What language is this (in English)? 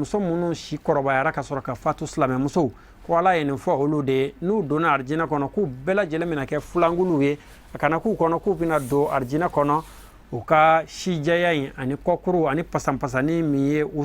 Bambara